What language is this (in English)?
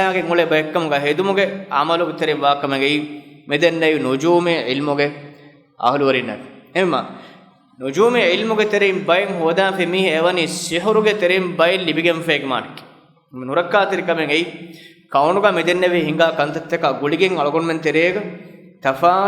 Divehi